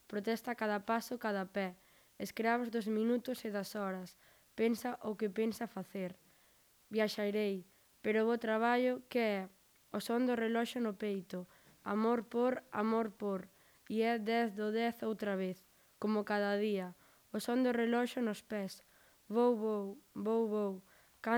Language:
Galician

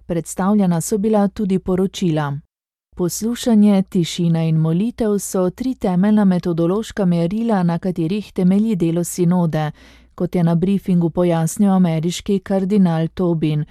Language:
Slovenian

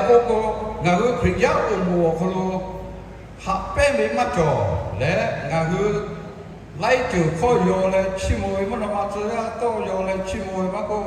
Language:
Lahu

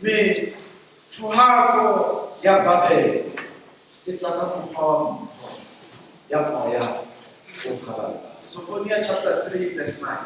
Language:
Southern Sotho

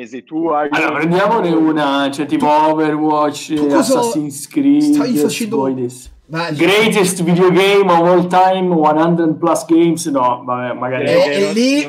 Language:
Italian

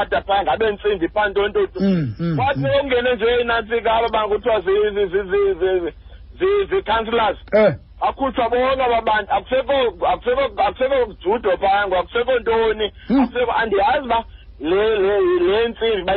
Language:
Xhosa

